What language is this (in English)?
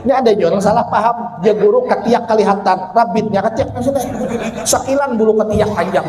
Banjar